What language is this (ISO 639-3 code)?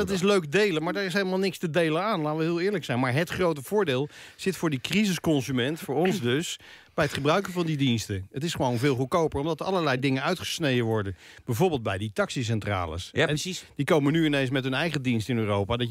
nld